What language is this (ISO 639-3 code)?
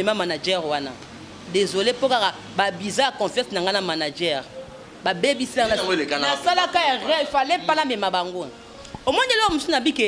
lin